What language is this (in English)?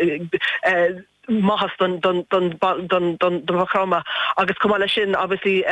Irish